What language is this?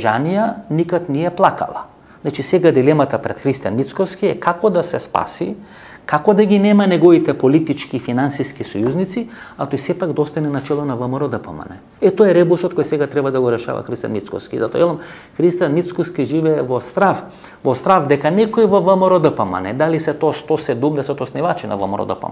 Macedonian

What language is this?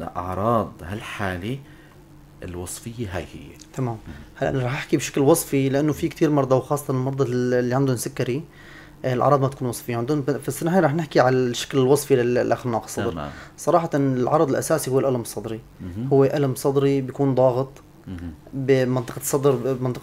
North Levantine Arabic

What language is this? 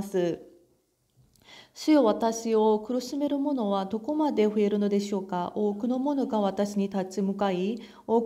Japanese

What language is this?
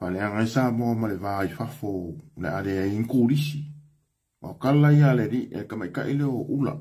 Samoan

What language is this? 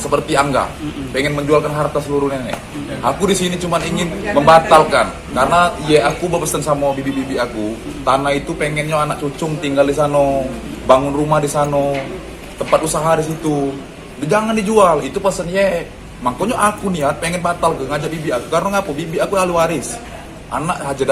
Musi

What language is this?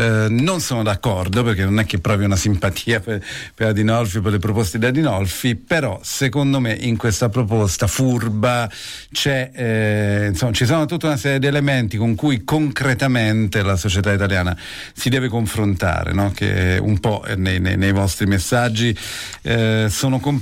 Italian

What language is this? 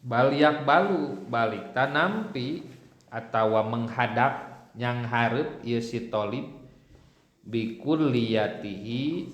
Sundanese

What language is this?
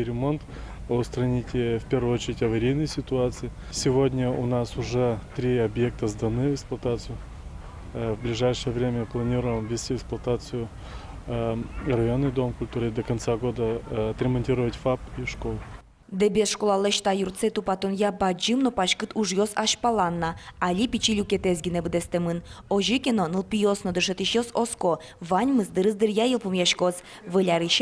Udmurt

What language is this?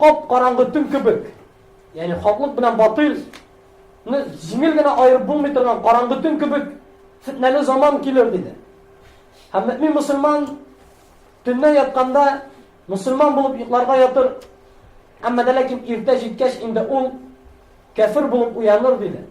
Tatar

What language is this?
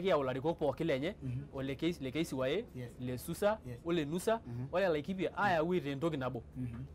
Masai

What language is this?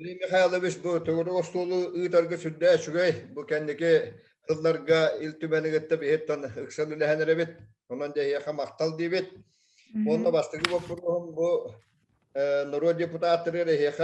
Yakut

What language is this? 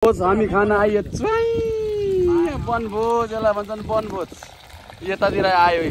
Nepali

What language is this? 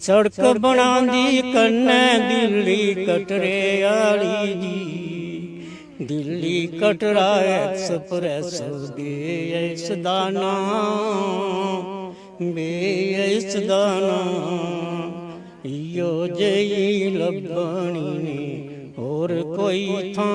Dogri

